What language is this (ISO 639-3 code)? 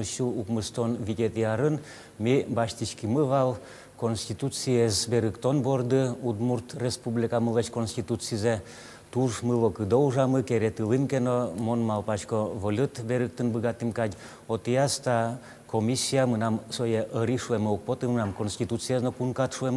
udm